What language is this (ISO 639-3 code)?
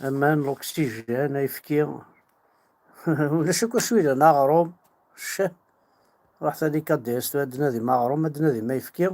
kab